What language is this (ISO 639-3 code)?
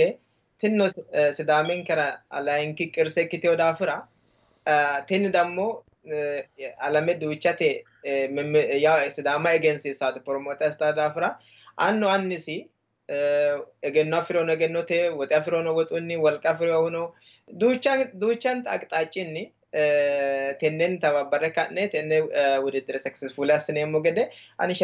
sid